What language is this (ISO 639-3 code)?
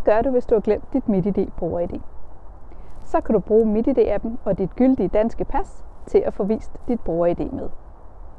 dan